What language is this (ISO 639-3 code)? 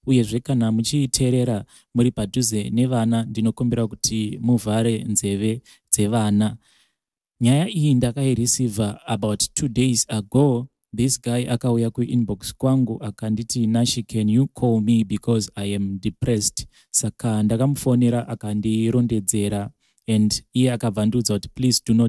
sna